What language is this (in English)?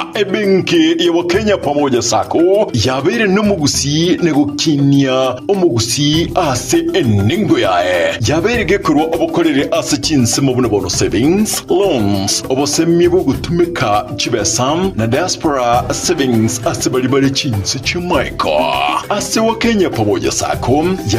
Gusii